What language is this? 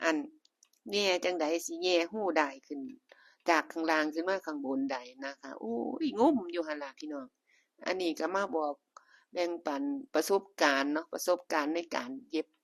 Northeastern Thai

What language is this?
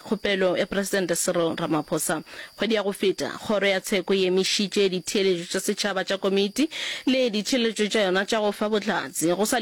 Northern Sotho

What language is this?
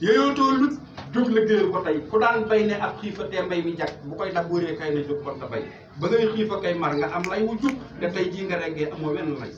Wolof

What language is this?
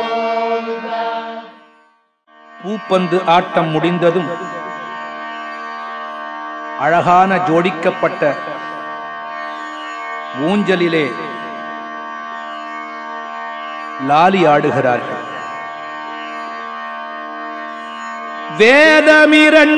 Tamil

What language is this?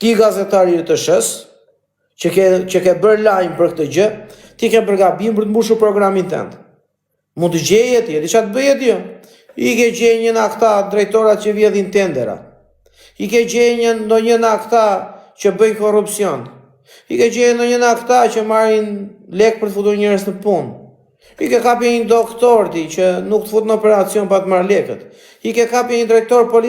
Albanian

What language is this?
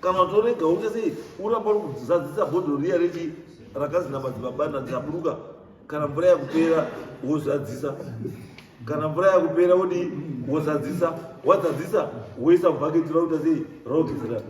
Shona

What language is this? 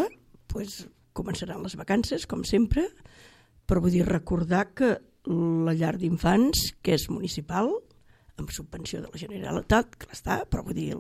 Catalan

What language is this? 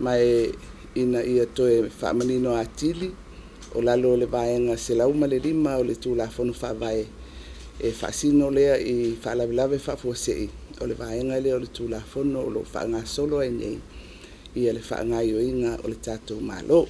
Samoan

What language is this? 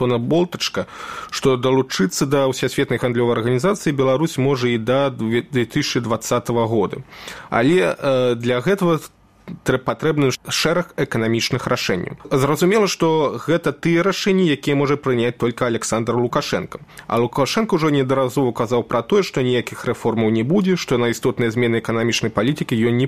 Belarusian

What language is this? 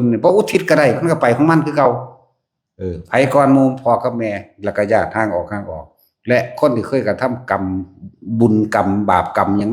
Northeastern Thai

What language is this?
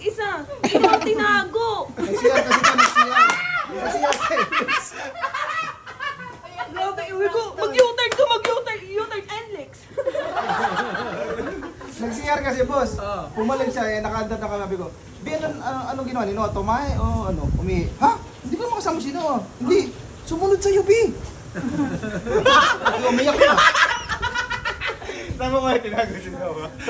Filipino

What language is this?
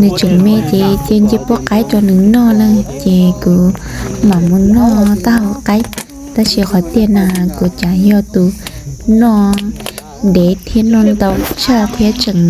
Hmong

